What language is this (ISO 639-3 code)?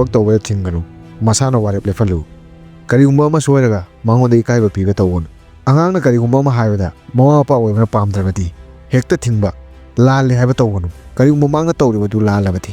mni